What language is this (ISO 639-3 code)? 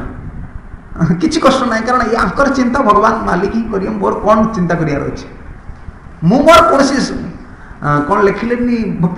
ori